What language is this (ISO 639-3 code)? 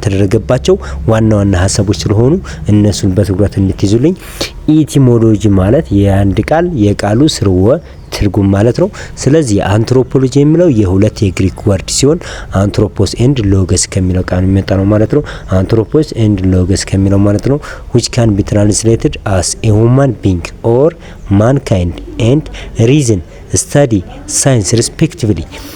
amh